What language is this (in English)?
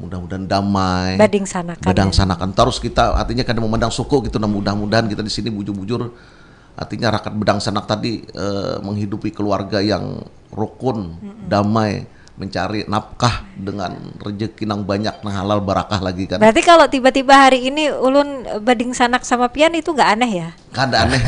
Banjar